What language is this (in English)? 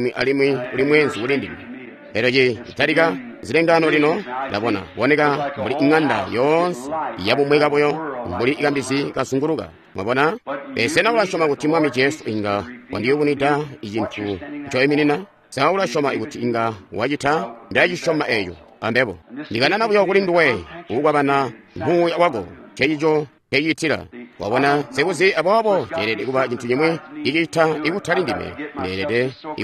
Tonga (Zambia)